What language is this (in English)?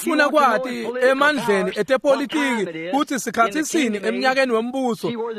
Swati